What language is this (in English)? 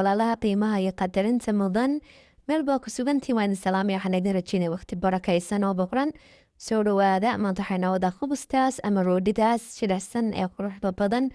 Somali